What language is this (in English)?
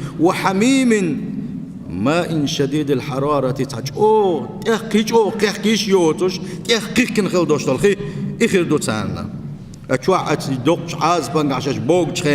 Chechen